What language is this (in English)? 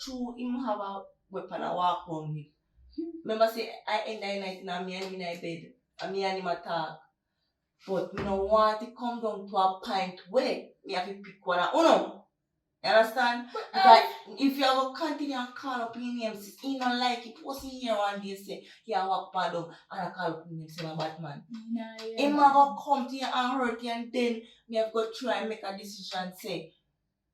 Jamaican Creole English